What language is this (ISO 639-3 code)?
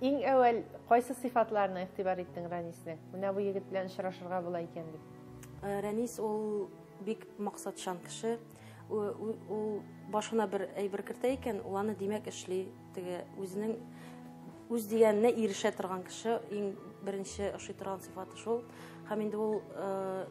tat